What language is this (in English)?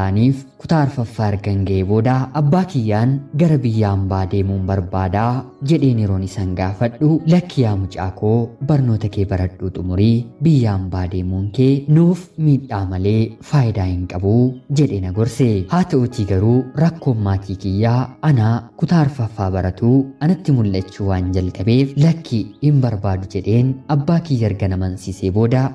Oromo